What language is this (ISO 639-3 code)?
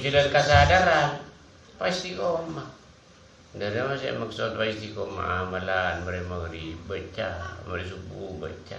mad